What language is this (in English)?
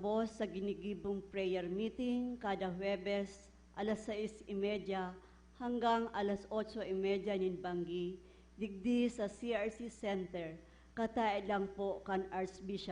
Bikol